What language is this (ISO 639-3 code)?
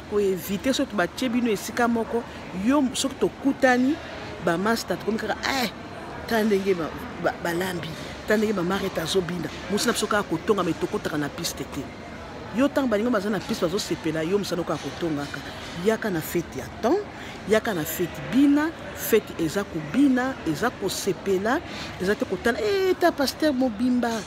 lin